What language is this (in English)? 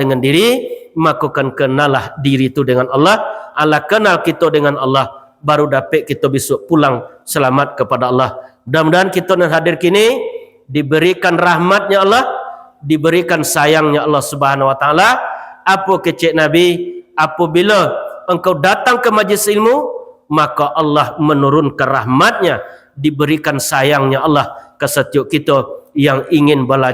Minangkabau